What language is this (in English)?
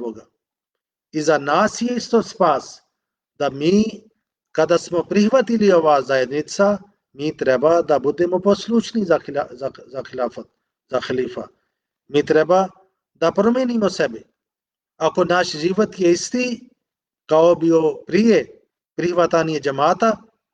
Bosnian